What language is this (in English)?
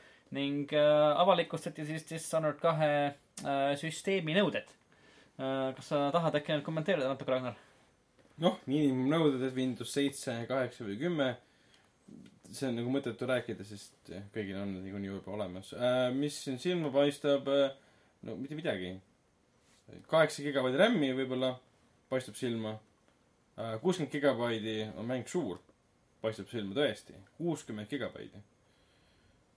Estonian